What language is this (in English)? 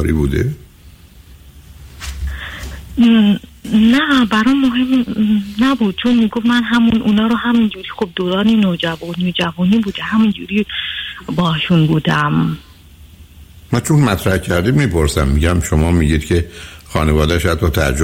Persian